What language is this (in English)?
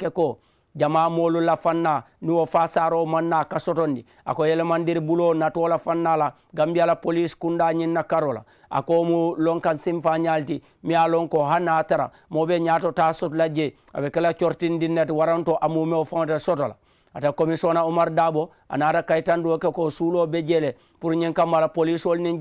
Mandingo